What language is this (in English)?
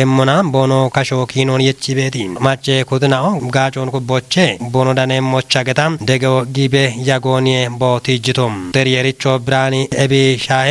Kafa